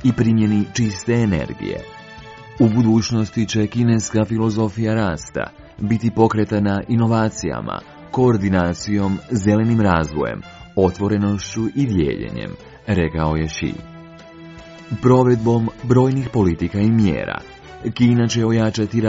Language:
Croatian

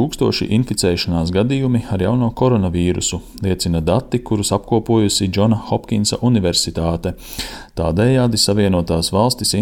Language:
Latvian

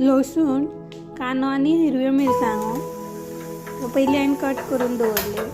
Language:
Konkani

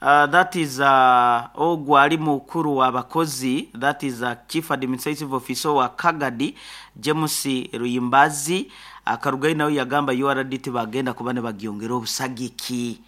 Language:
Nyankole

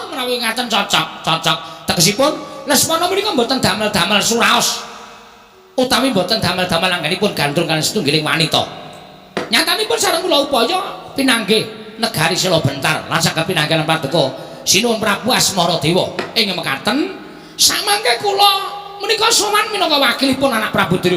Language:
Javanese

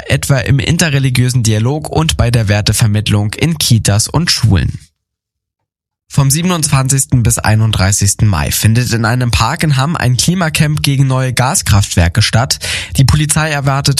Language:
German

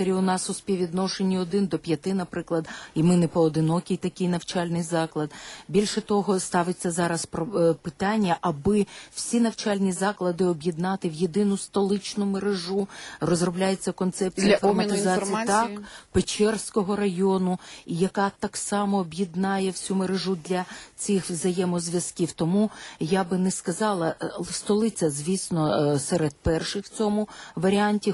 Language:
Ukrainian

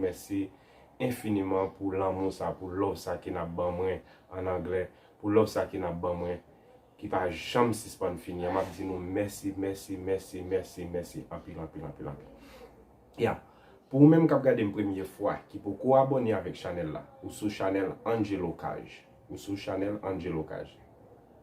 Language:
Haitian Creole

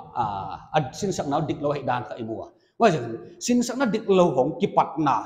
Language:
Paite Chin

